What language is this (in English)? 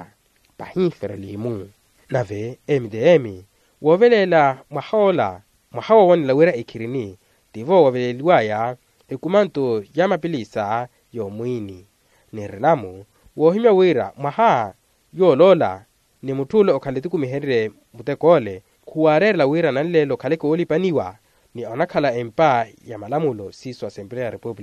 Makhuwa